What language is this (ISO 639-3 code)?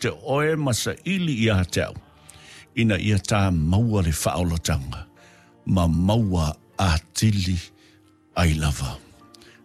smo